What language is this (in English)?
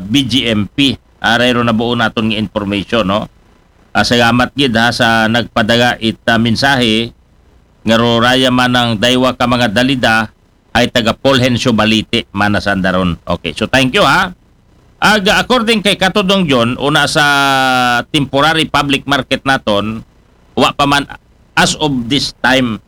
Aklanon